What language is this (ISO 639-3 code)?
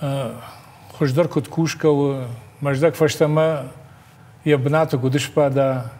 oss